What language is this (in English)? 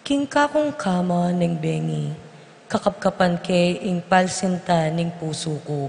Pampanga